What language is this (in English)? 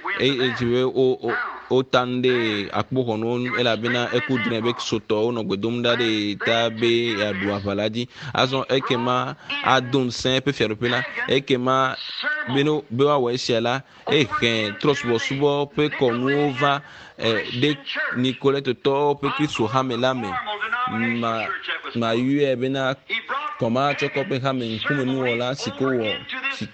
Ewe